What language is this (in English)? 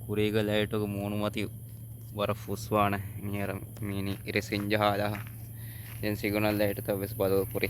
Divehi